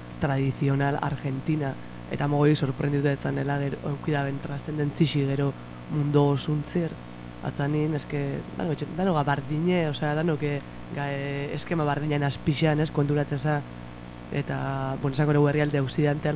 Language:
Basque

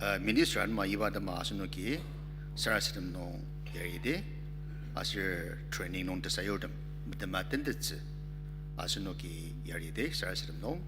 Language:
Ao Naga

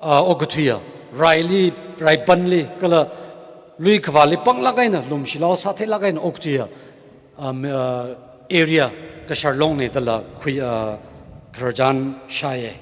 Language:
Tangkhul Naga (India)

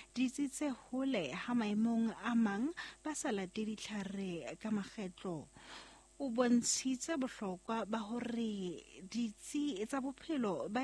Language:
Southern Sotho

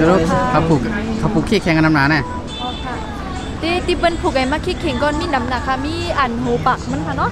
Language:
Shan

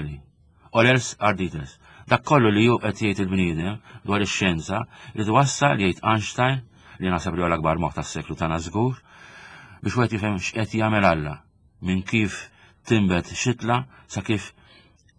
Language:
Maltese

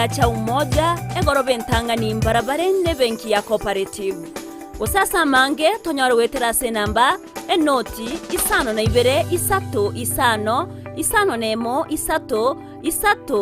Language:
Gusii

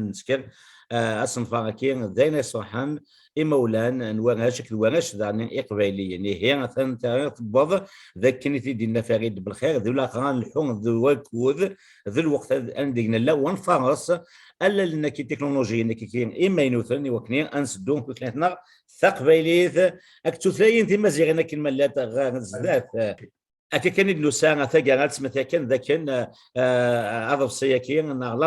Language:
Kabyle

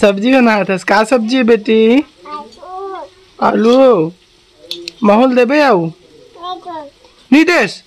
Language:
Chhattisgarhi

